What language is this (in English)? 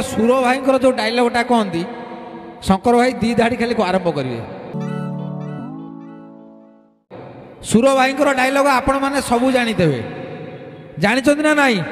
Odia